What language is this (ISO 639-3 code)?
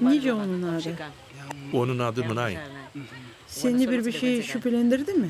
gag